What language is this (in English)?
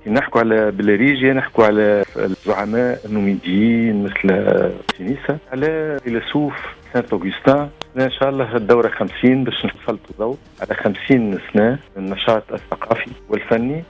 Tunisian Arabic